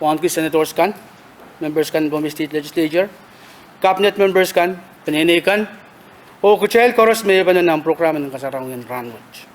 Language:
Pohnpeian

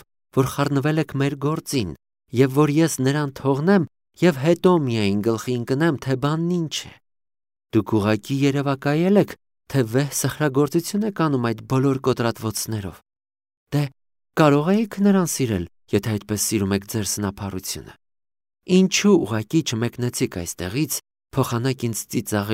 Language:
Armenian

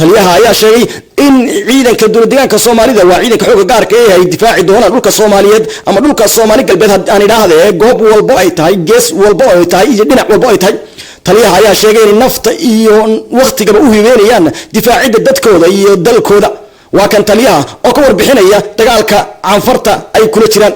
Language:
Somali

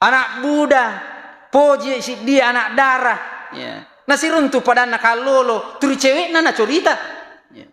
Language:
Buginese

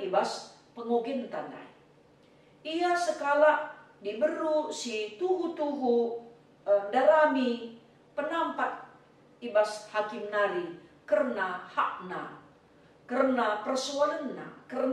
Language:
Batak Karo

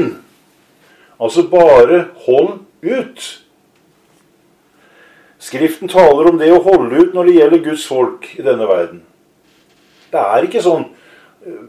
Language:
Norwegian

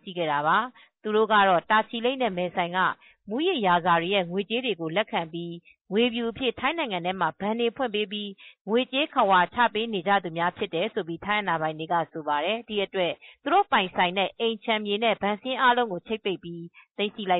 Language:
Burmese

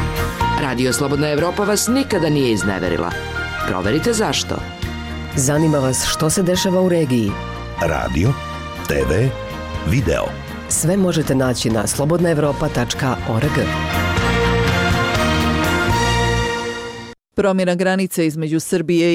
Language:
Bosnian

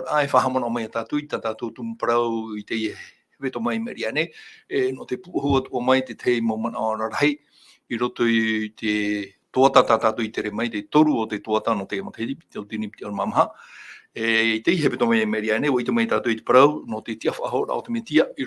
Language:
Tahitian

